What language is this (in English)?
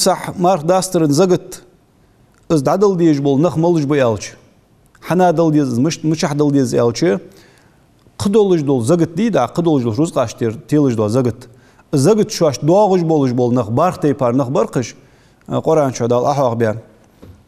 Ingush